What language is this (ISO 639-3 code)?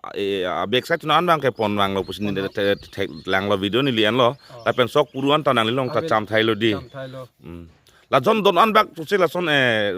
mjw